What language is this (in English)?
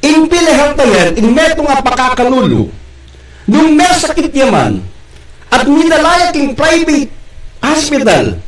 Pampanga